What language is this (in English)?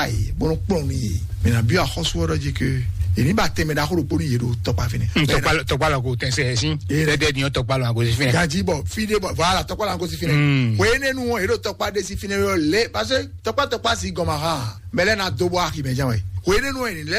Fon